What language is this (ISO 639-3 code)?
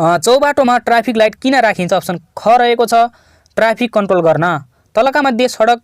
nep